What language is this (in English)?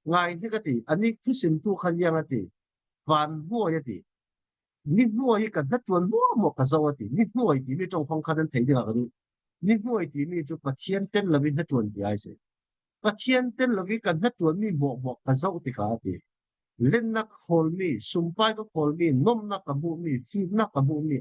Falam Chin